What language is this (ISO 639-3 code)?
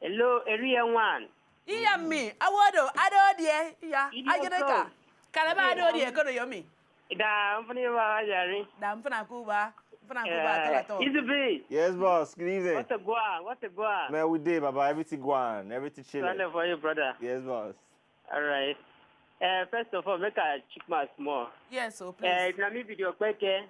pcm